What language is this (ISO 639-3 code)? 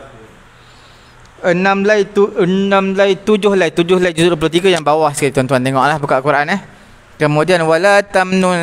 msa